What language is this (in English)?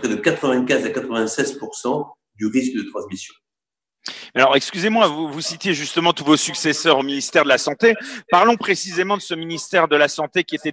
French